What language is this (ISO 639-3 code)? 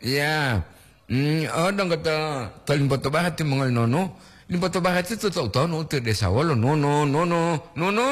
gor